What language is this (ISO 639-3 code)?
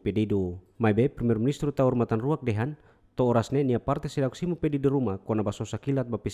tet